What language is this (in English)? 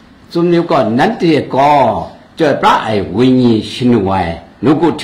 Kachin